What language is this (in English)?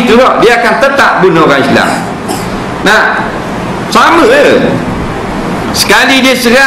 Malay